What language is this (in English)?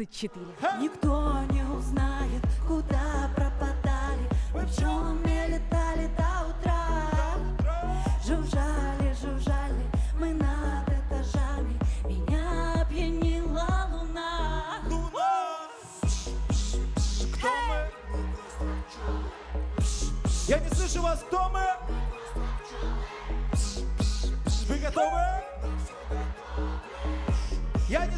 Russian